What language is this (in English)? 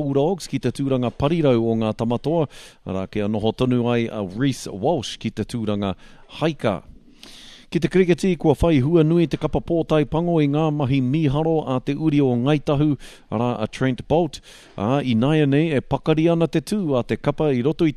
Māori